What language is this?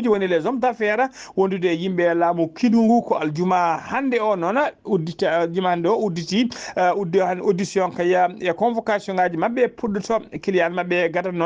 Fula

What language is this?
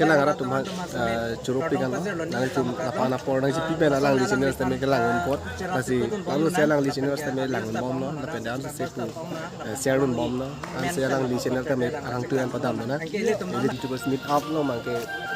Karbi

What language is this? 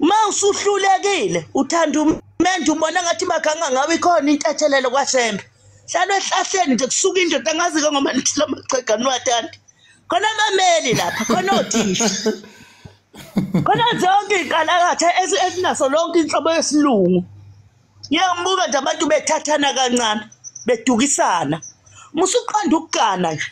Zulu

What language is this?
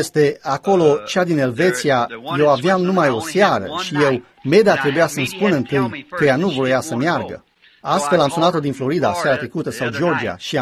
Romanian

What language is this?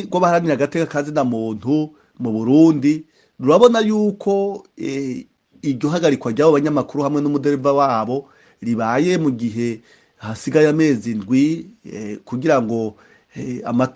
Rundi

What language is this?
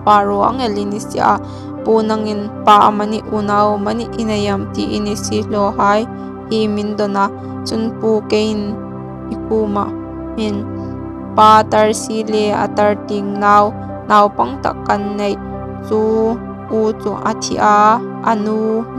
Hmar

